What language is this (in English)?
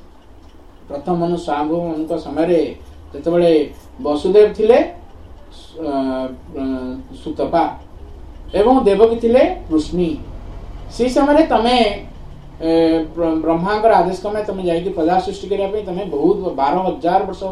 Odia